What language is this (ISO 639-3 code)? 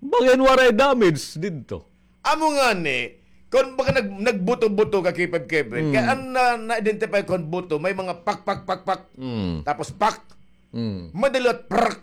war